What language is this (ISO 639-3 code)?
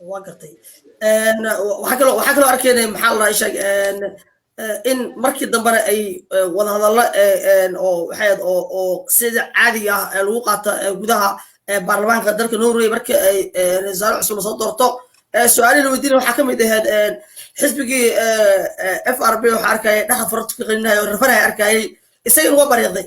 som